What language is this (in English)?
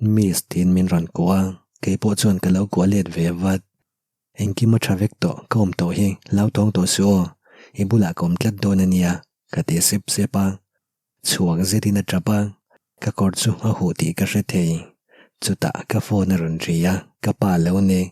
Mizo